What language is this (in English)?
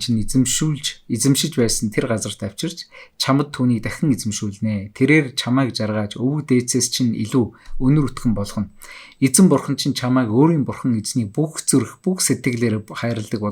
Mongolian